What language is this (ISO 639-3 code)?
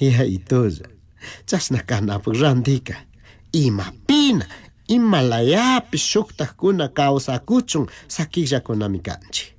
qug